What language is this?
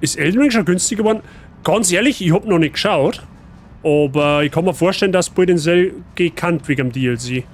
Bavarian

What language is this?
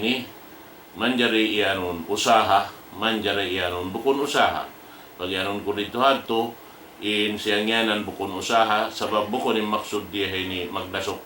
Tausug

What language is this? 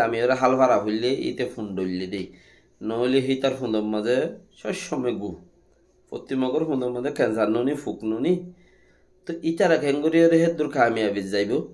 Rohingya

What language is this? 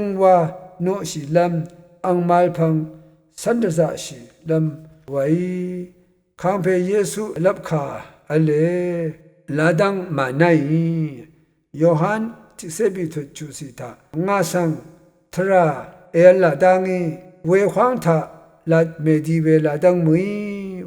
Rawang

